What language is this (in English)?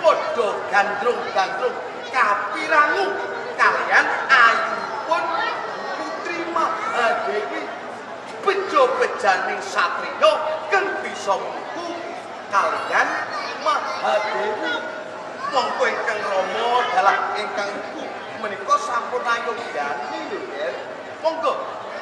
Javanese